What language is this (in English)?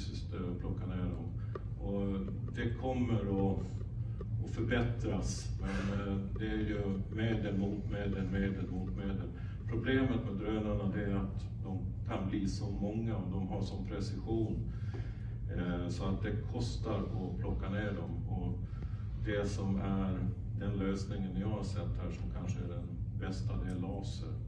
Swedish